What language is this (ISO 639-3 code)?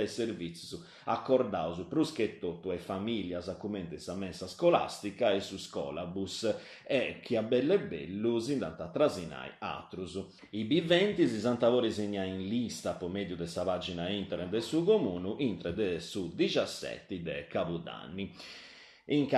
srd